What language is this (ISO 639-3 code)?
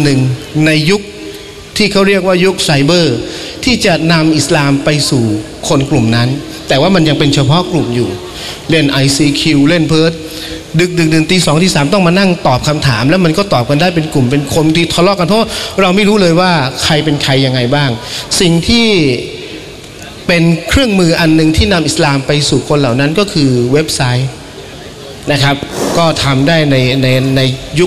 tha